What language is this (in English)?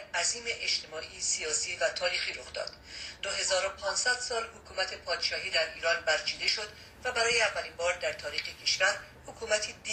Persian